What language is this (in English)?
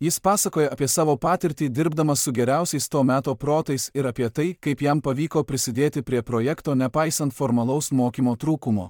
Lithuanian